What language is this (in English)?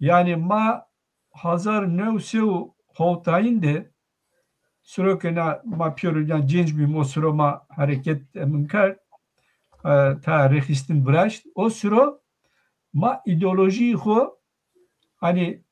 Zaza